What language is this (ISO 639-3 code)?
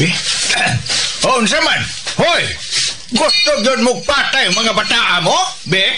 ceb